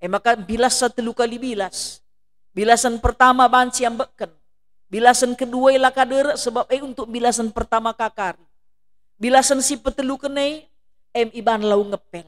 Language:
Batak Karo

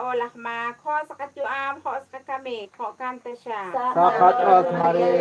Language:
Kekchí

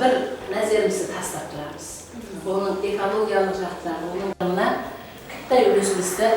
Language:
Kara-Kalpak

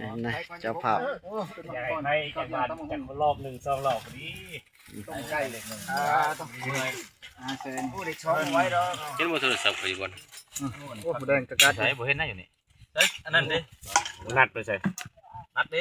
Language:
Northeastern Thai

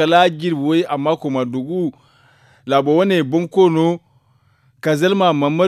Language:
Zarma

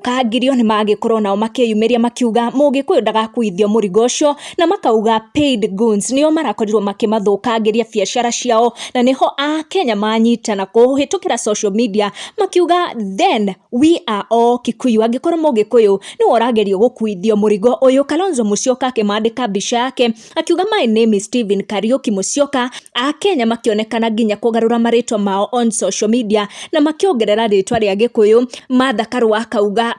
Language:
Kikuyu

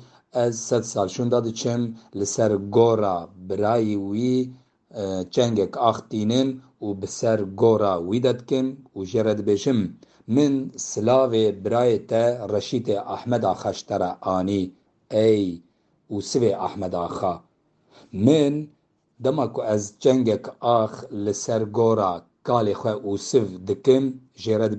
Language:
Kurdish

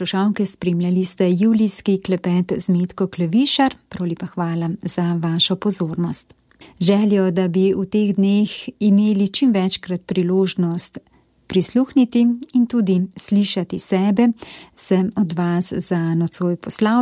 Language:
Slovenian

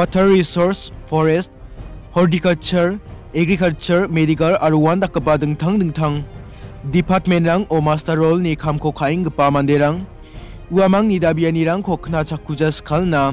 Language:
Garo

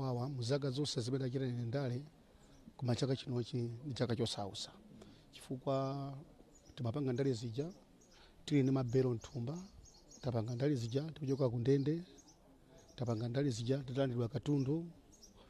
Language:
Nyanja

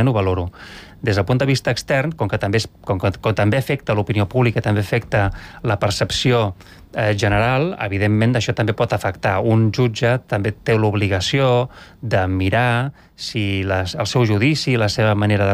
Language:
Catalan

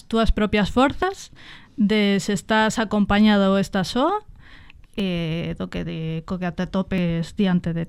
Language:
Galician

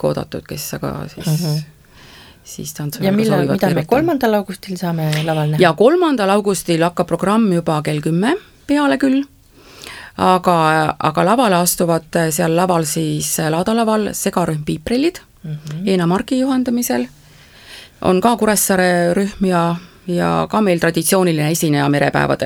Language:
Estonian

